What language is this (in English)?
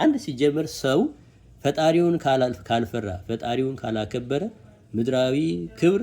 Amharic